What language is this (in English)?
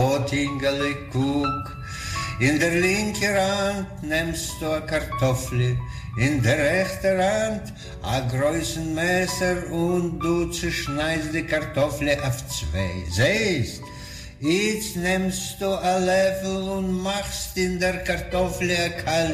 Yiddish